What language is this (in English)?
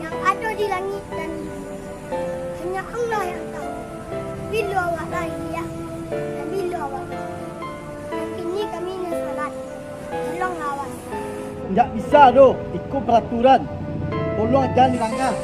Minangkabau